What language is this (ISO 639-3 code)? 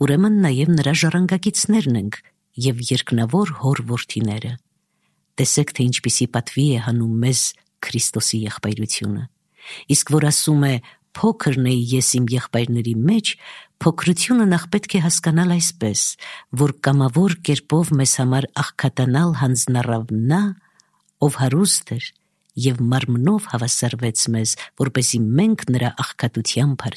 hye